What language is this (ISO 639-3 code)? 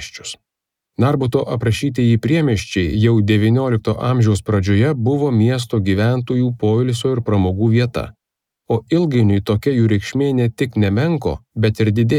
lit